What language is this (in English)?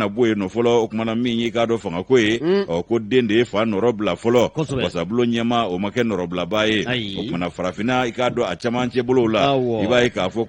Bambara